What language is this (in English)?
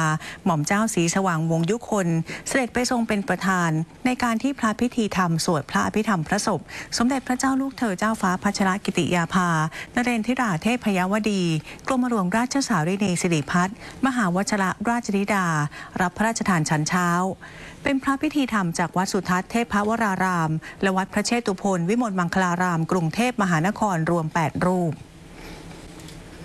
Thai